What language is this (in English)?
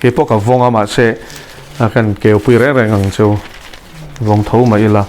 Mizo